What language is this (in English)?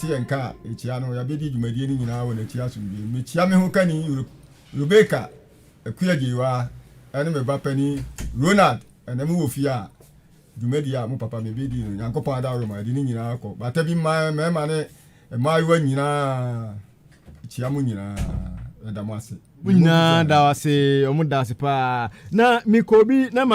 Akan